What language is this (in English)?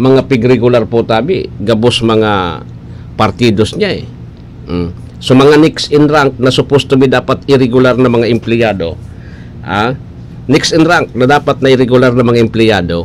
Bikol